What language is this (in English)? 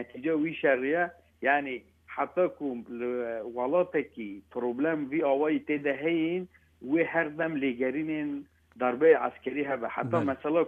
Kurdish